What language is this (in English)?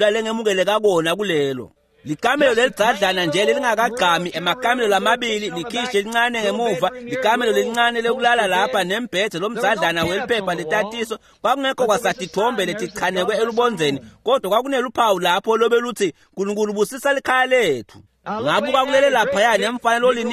Swati